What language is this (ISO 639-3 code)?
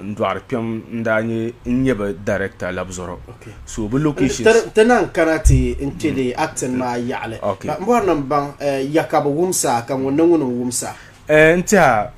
dag